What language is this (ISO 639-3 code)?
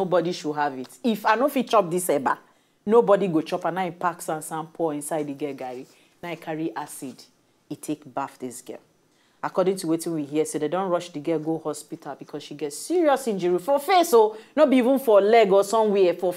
pcm